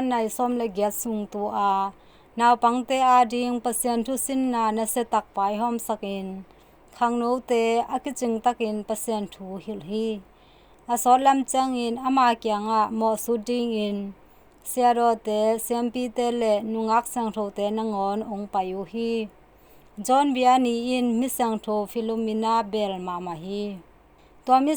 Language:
Tedim Chin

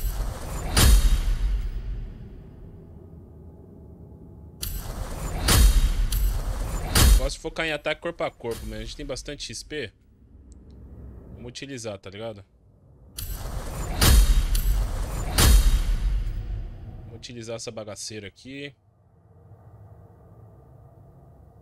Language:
Portuguese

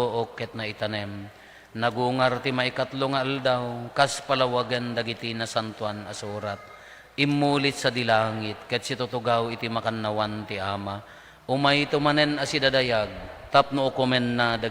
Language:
Iloko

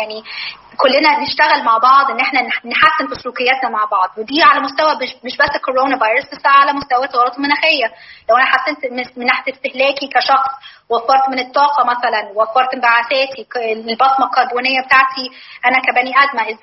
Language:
Egyptian Arabic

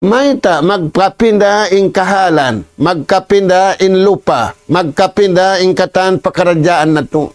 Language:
Tausug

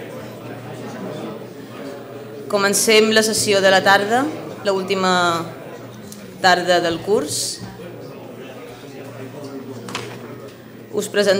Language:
Catalan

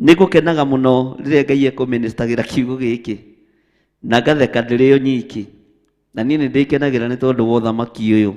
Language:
Kikuyu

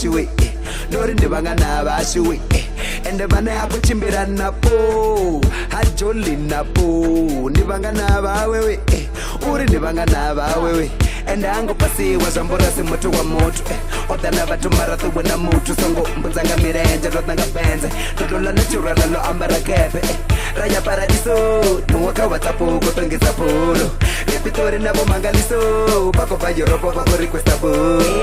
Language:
Venda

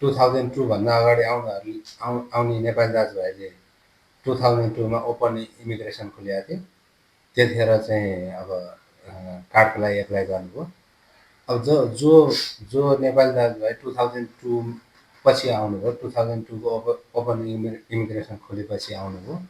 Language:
Nepali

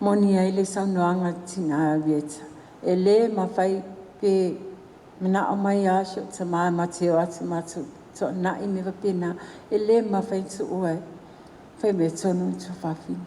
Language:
Samoan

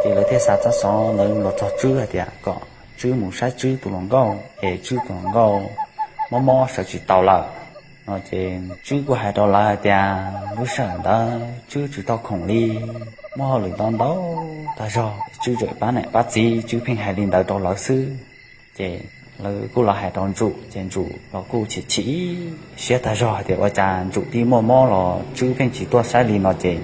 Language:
Hmong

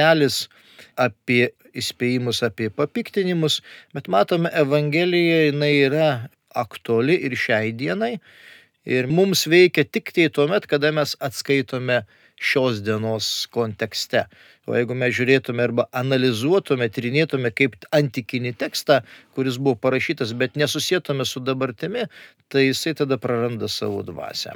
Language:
Lithuanian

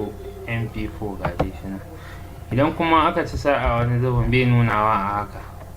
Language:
Hausa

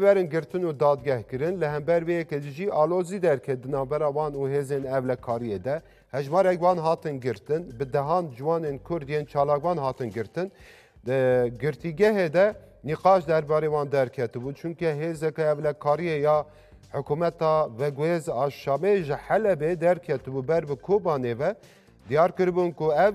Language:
Kurdish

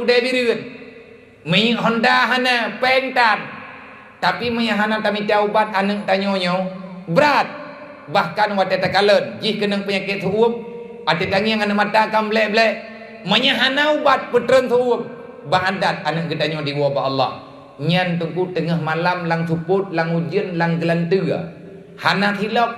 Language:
Achinese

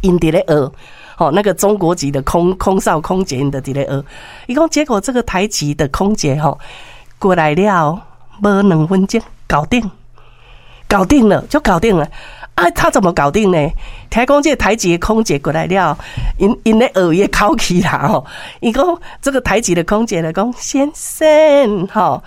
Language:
Min Nan Chinese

